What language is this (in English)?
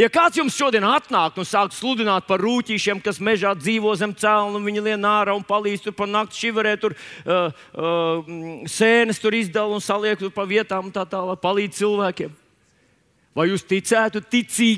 Latvian